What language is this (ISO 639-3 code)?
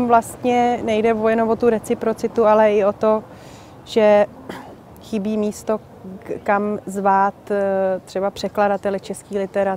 ces